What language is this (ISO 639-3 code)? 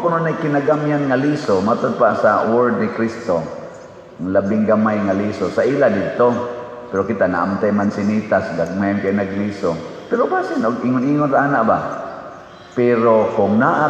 ceb